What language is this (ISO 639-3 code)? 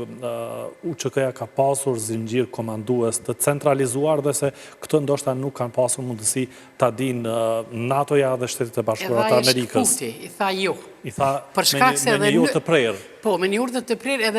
sqi